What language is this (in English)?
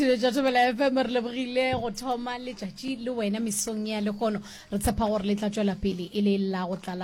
Northern Sotho